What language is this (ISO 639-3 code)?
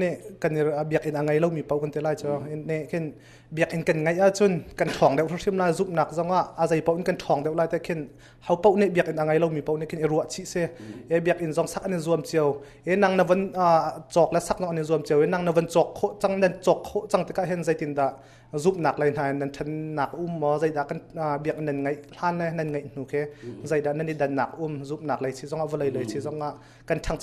cnh